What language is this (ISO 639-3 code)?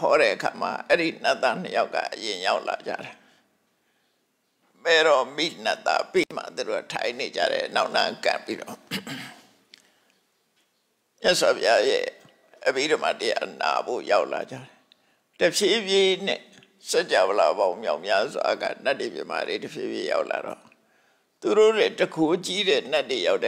mya